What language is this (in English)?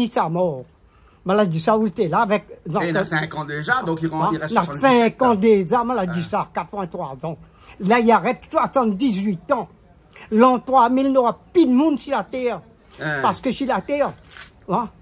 Réunion Creole French